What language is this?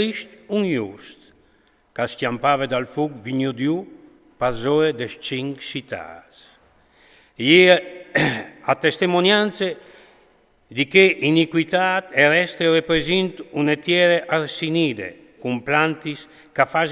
Friulian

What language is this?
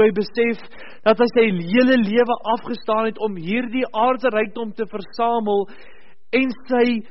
Afrikaans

